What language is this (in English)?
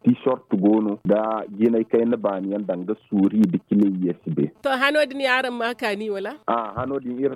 Zarma